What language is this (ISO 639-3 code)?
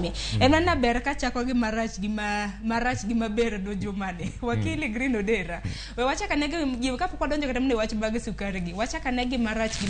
luo